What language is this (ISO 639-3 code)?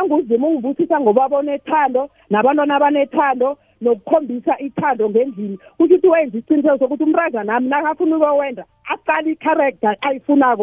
nbl